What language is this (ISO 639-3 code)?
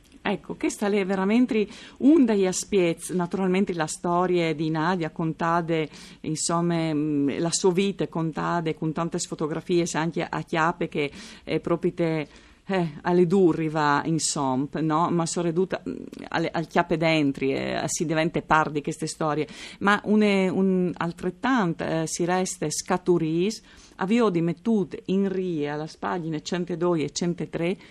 fur